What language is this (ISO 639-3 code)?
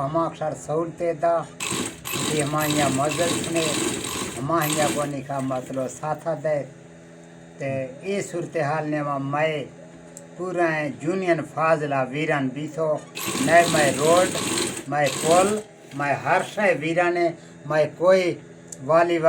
bgp